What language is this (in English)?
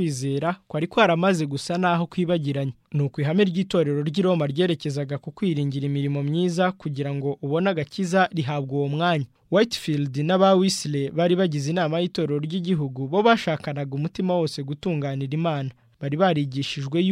Kinyarwanda